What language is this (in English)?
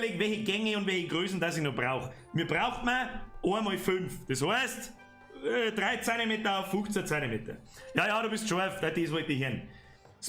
Bavarian